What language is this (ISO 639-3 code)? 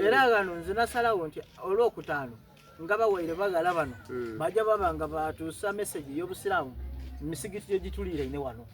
xog